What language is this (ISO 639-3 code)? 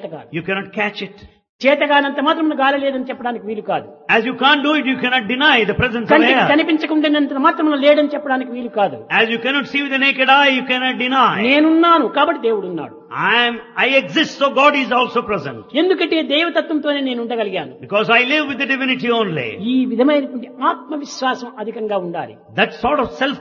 tel